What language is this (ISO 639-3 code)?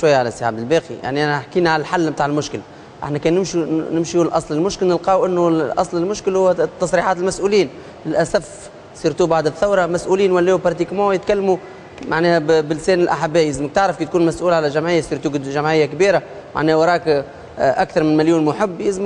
aeb